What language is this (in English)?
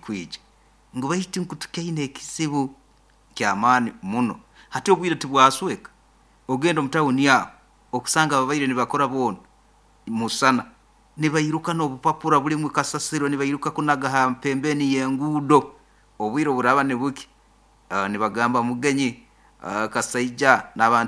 Nyankole